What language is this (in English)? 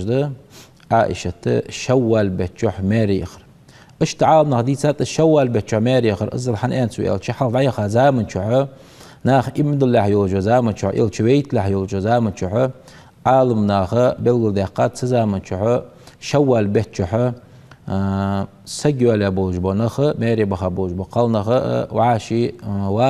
Ingush